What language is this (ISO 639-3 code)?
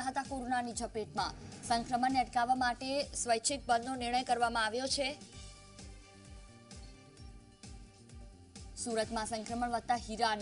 guj